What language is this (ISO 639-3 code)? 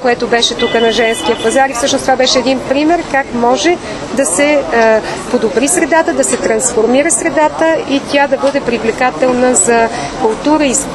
bul